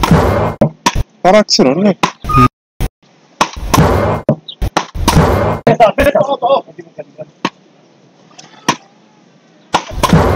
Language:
Greek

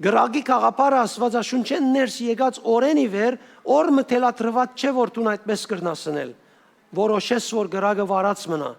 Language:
Western Armenian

